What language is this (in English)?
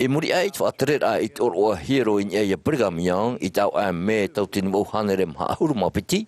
Tahitian